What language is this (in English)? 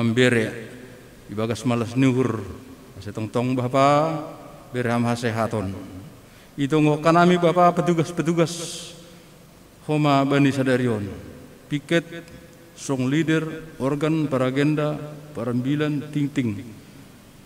Batak Simalungun